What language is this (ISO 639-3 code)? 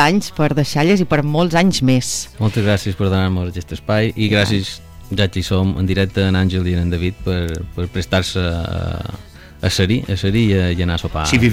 cat